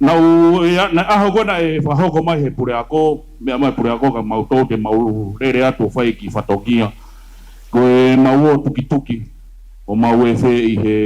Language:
Tongan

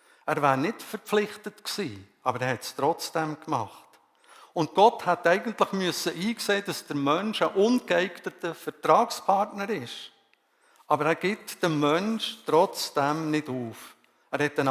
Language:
Swiss German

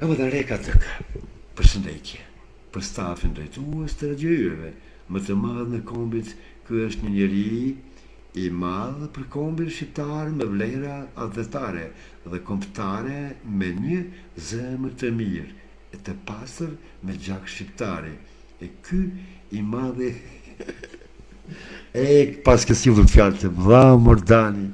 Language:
Albanian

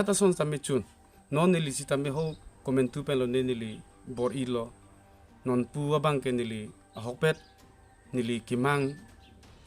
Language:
Karbi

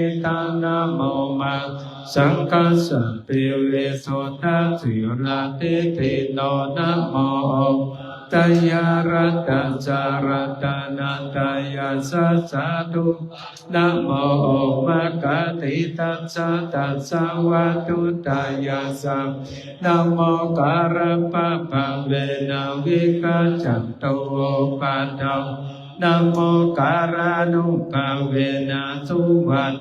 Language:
Pali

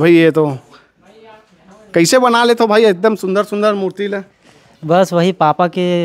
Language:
Chhattisgarhi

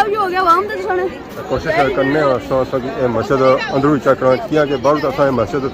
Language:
Pahari-Potwari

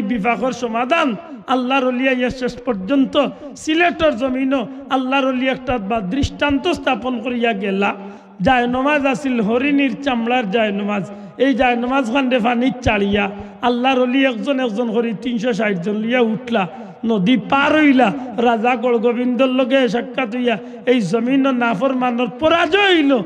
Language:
Sylheti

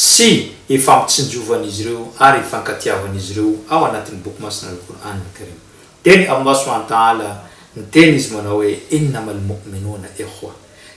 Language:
Malagasy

